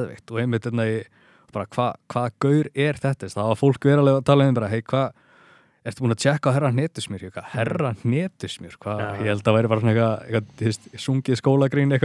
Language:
Icelandic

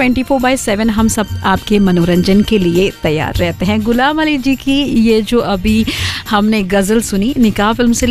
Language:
Hindi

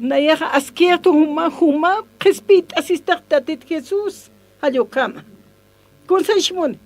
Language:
Aymara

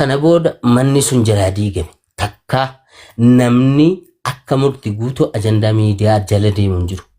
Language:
Oromo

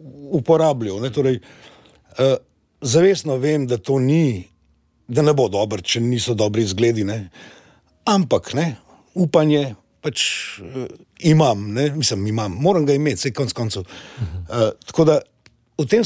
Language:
Slovenian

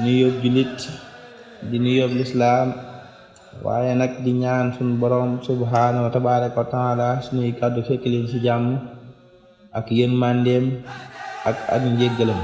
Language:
Wolof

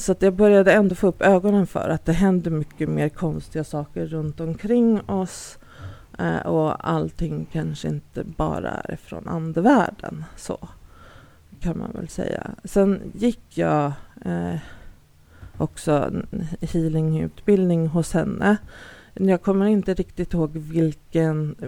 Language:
Swedish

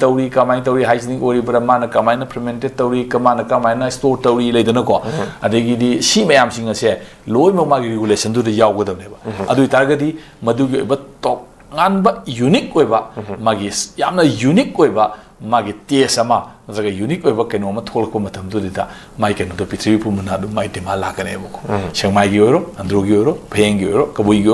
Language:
Manipuri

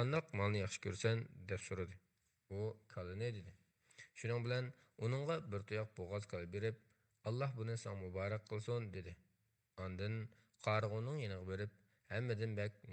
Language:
Uyghur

